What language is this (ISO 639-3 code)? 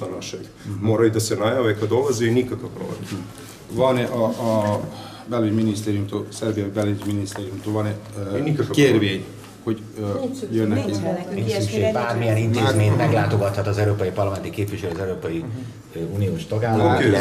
hun